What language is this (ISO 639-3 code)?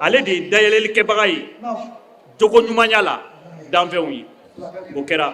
bam